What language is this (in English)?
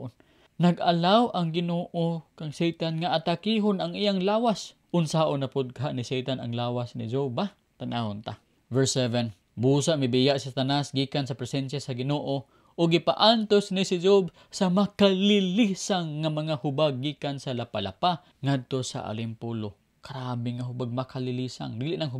Cebuano